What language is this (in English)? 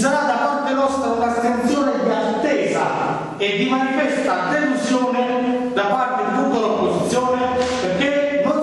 Italian